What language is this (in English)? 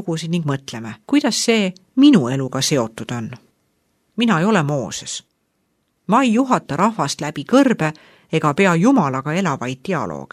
Estonian